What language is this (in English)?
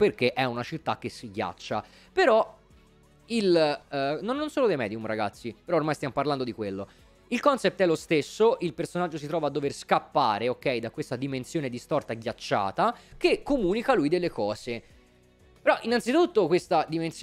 Italian